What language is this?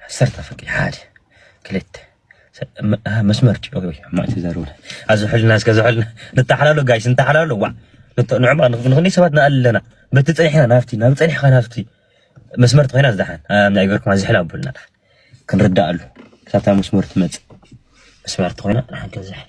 Tigrinya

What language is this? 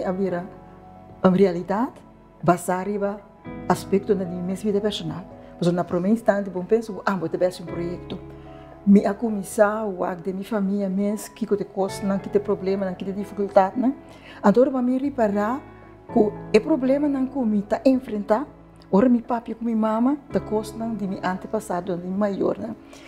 Papiamento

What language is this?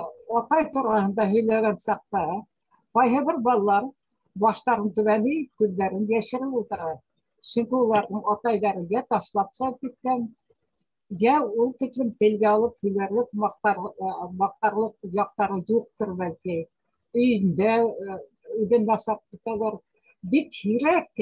Bashkir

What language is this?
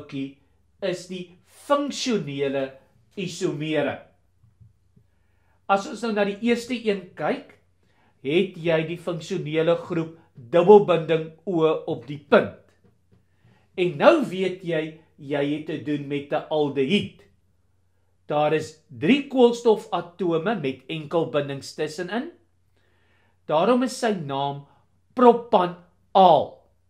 Afrikaans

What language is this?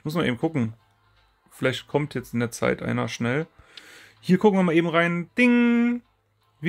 German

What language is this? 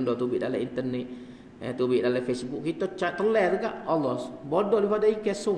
Malay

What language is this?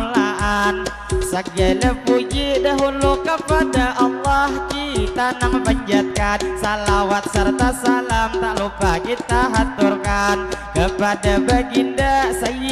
Banjar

